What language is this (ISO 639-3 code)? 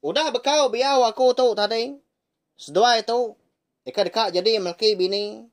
iba